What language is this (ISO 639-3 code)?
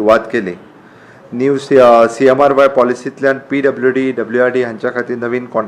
kok